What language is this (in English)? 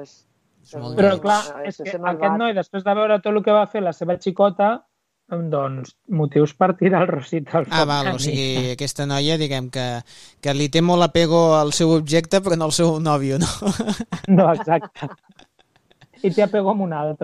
Catalan